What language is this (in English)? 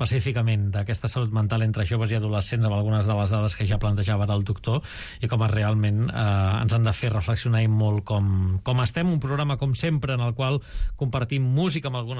Catalan